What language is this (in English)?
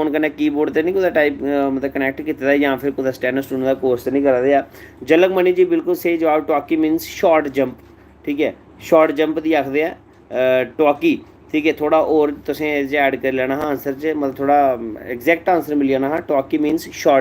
Dogri